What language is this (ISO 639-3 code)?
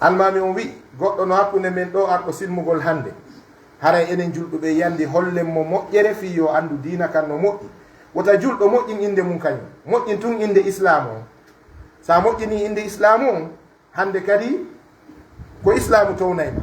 fuf